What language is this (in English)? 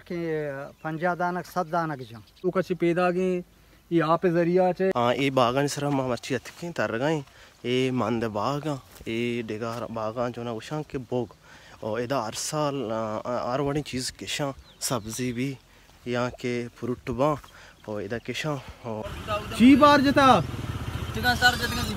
Baluchi